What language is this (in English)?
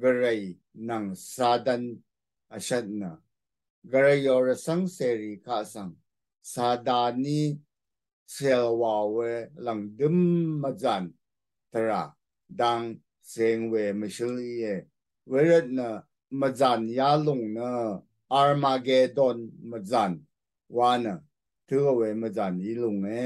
Rawang